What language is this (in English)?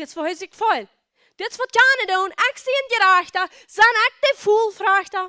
Plautdietsch